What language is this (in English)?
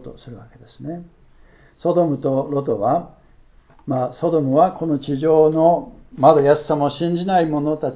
Japanese